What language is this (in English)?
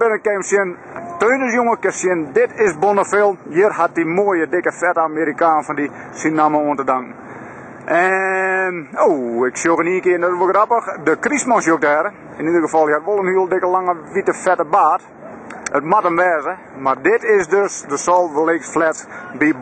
Western Frisian